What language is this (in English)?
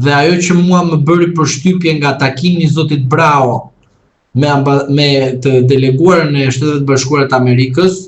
Albanian